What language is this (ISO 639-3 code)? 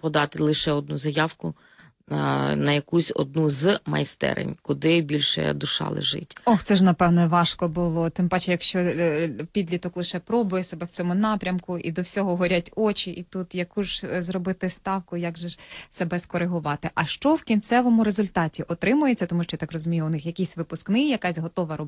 ukr